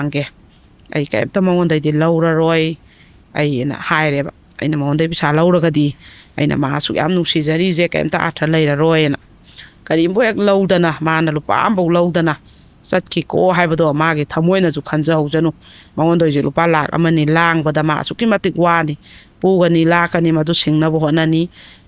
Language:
Manipuri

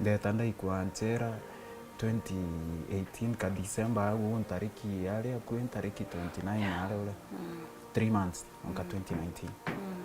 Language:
Meru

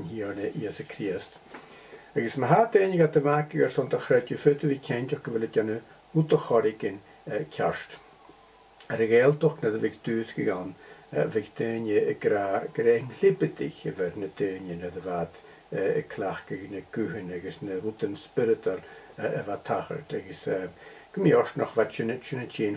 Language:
Scottish Gaelic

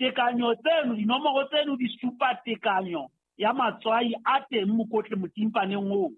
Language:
Southern Sotho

